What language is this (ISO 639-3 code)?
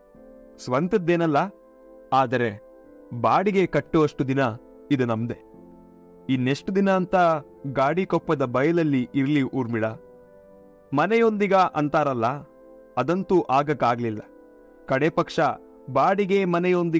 kan